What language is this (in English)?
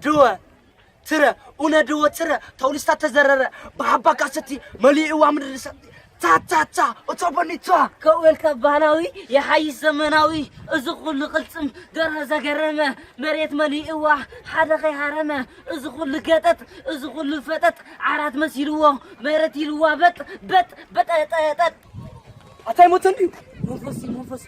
Tigrinya